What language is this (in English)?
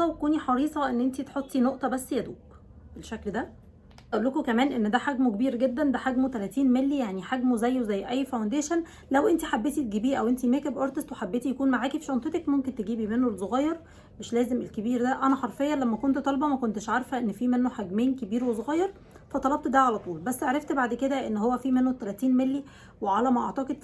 Egyptian Arabic